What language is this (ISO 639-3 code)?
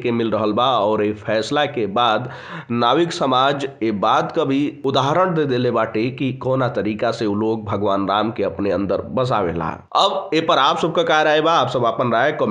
bho